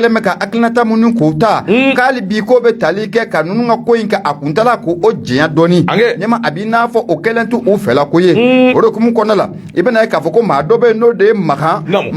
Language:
Bambara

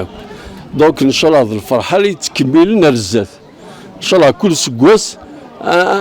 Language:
Kabyle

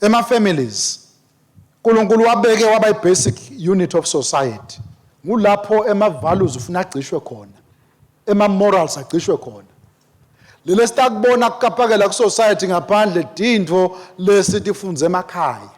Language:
Swati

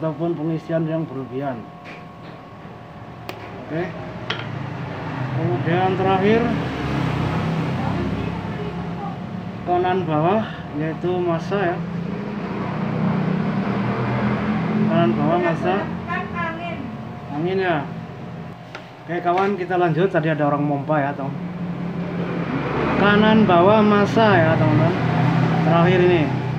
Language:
Indonesian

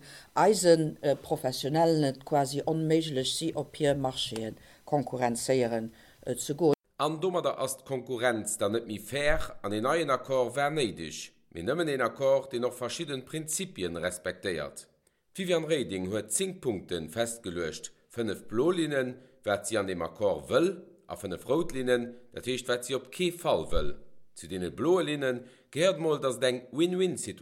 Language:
Luxembourgish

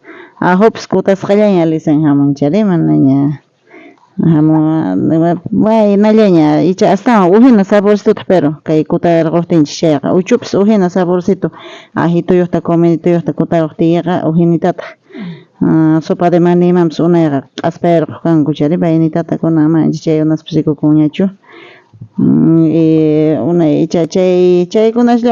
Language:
South Bolivian Quechua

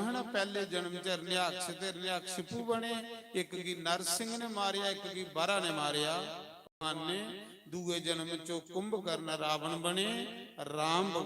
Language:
Dogri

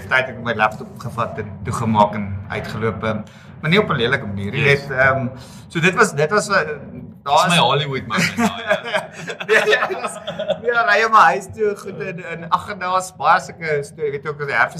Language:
Afrikaans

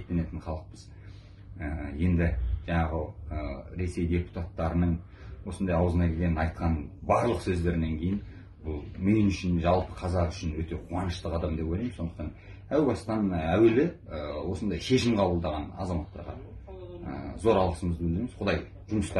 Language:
Kyrgyz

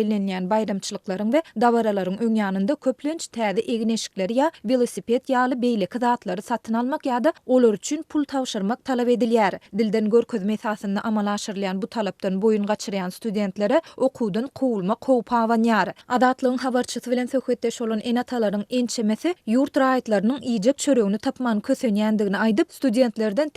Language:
Turkmen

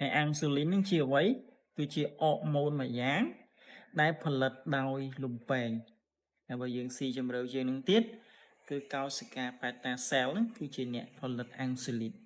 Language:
Khmer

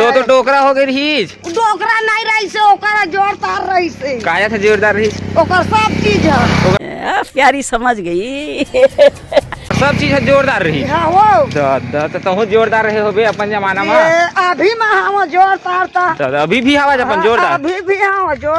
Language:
Chhattisgarhi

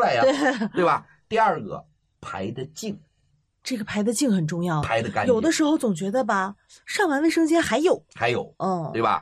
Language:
Chinese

